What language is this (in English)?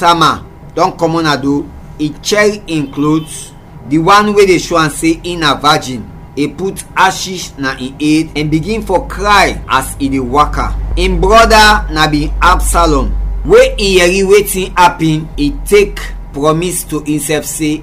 Krio